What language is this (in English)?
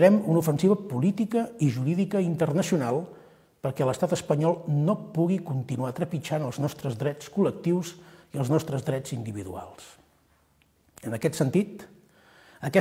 Catalan